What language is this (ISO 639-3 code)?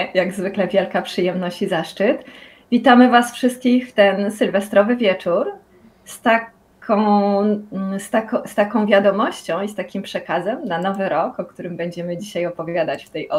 pol